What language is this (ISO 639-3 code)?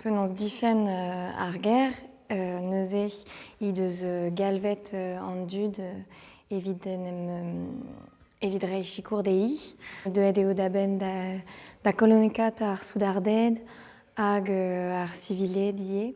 bre